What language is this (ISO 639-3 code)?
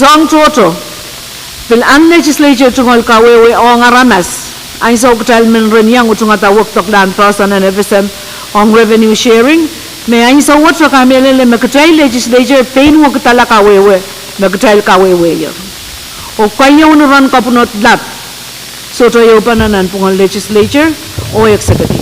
pon